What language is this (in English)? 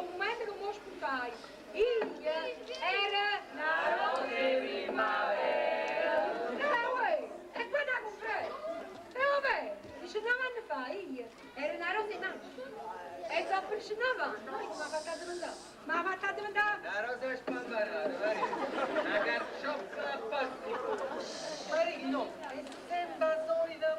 Neapolitan